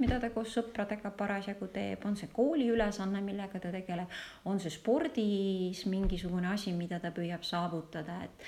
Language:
Estonian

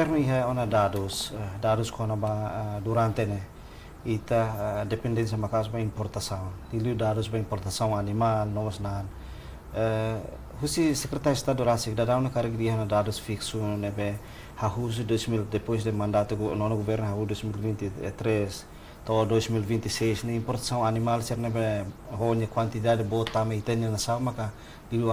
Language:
Tetum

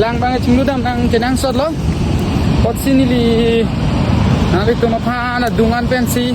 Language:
Karbi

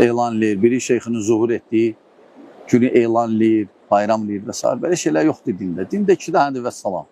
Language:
Azerbaijani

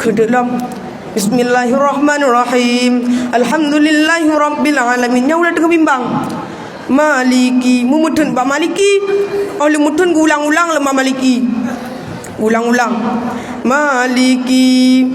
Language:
Achinese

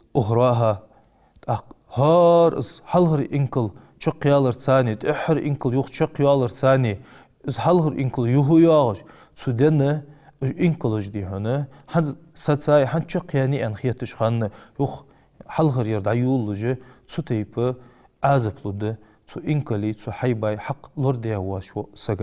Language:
Ingush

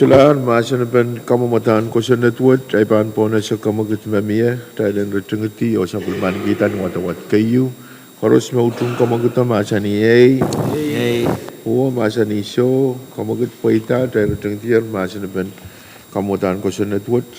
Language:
Pohnpeian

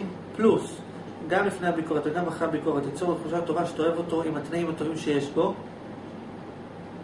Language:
Hebrew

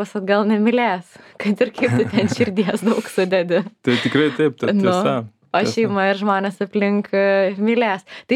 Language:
Lithuanian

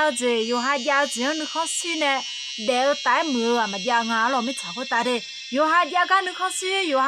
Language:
Akha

